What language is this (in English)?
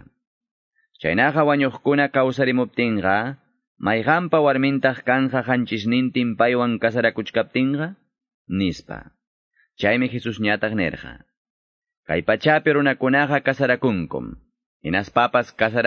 Quechua